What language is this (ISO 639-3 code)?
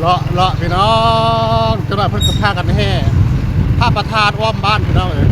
tts